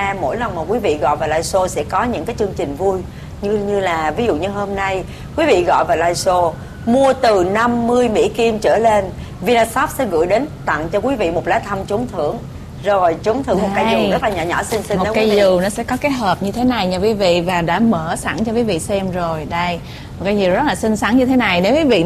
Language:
Vietnamese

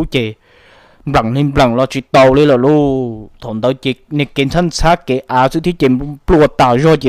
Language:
Hmong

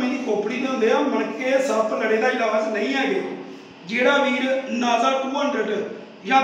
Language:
Punjabi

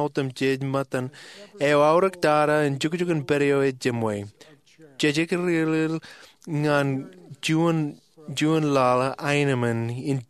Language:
Marshallese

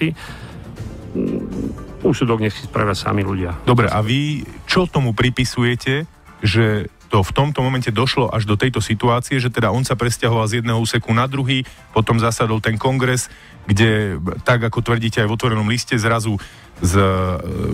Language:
Slovak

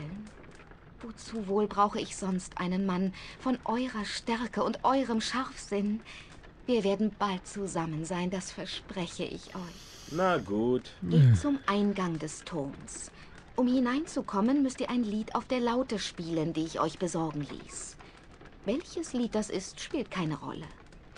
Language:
German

